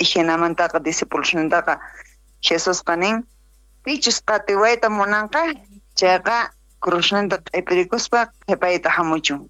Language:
South Bolivian Quechua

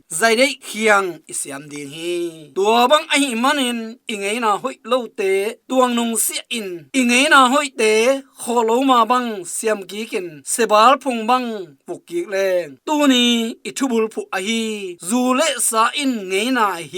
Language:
Tedim Chin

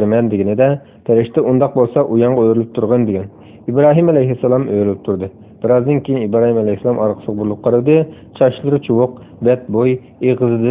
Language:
Uyghur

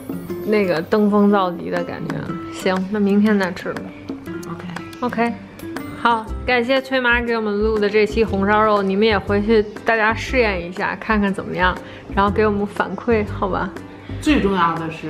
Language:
Chinese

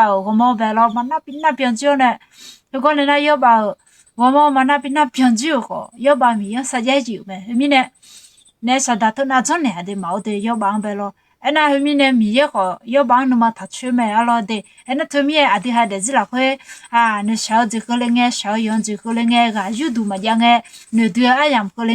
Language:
Akha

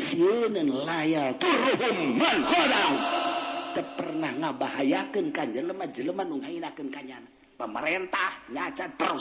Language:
Sundanese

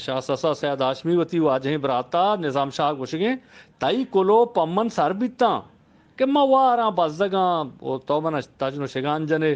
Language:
Eastern Balochi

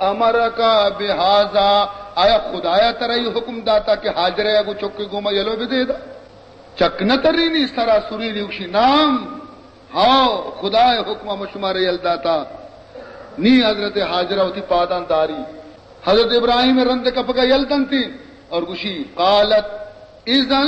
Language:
Baluchi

